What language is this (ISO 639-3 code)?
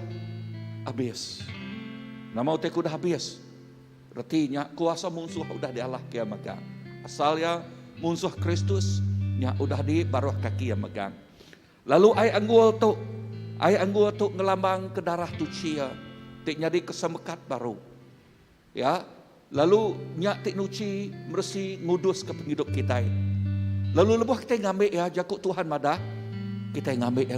iba